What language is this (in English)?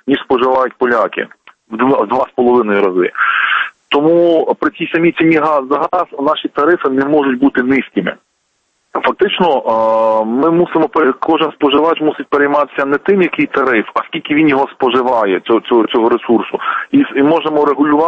Ukrainian